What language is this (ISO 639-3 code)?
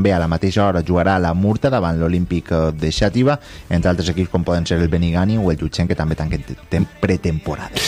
cat